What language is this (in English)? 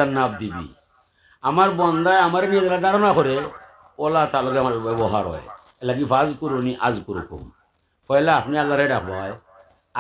Sylheti